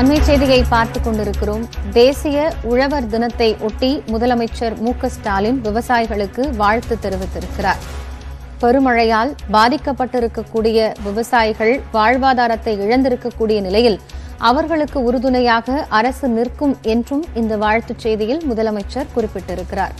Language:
Tamil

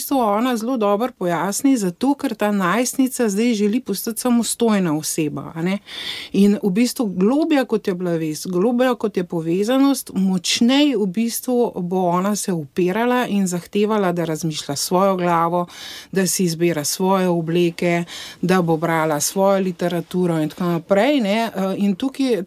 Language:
Slovenian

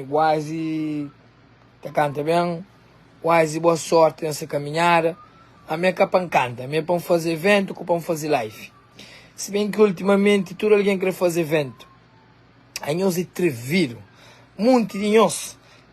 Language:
Kabuverdianu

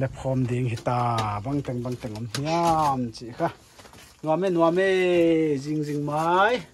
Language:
Paite Chin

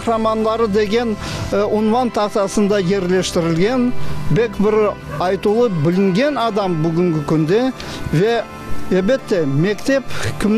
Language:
Crimean Tatar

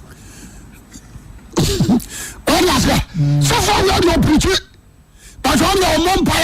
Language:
Akan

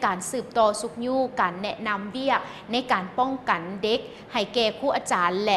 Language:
Lao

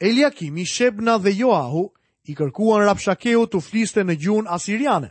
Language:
Albanian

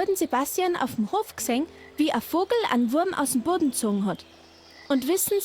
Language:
Bavarian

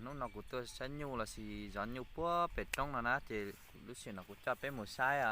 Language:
Hmong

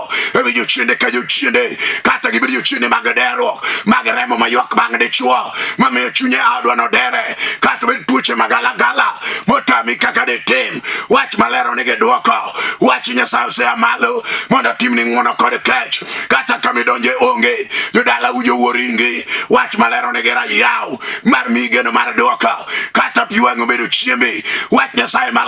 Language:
Luo (Kenya and Tanzania)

